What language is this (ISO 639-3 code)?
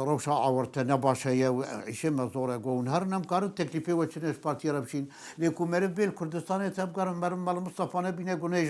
kur